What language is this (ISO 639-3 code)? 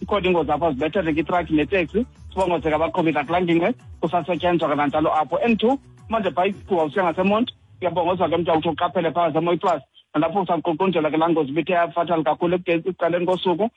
xho